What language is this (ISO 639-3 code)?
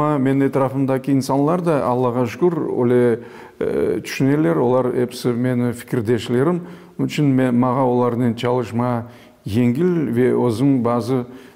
crh